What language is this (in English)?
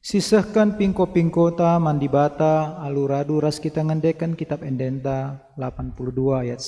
Batak Karo